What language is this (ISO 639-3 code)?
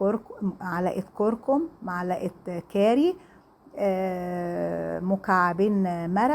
arz